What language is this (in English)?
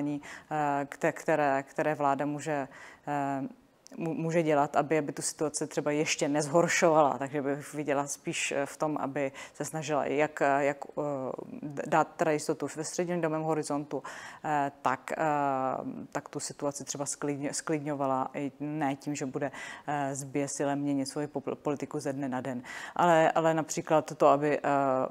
Czech